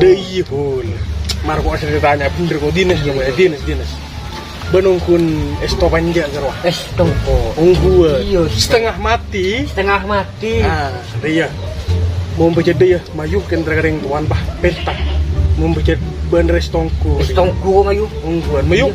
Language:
Madurese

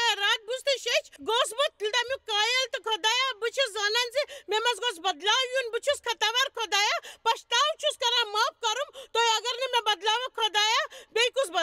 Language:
Kashmiri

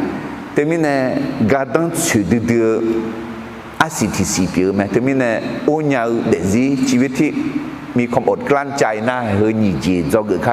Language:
Akha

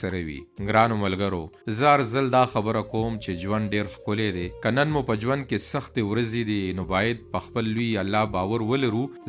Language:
Pashto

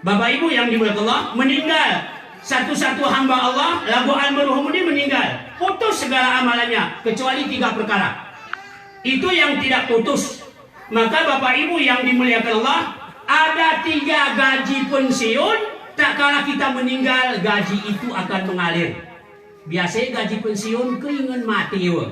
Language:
Gayo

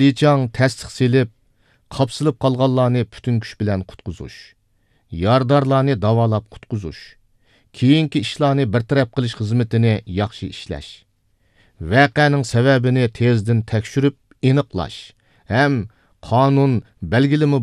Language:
Uyghur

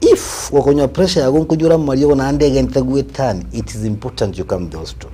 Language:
Gusii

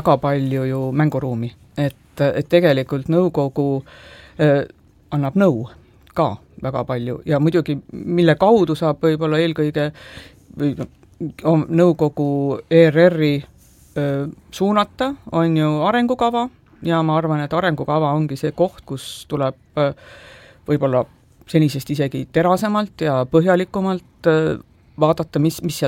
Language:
Estonian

